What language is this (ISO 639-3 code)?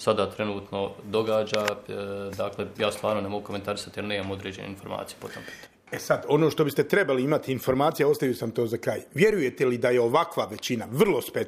bos